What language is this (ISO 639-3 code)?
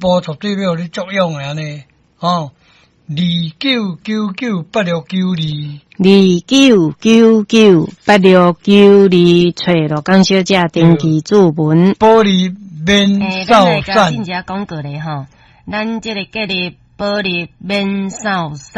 nan